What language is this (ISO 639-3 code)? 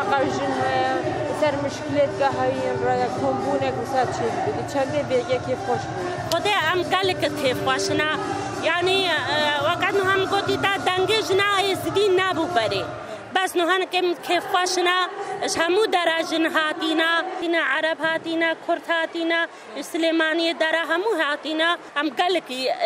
kur